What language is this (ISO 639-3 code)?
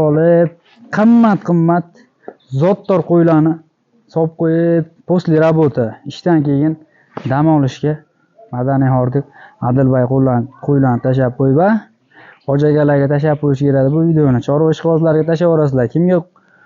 uzb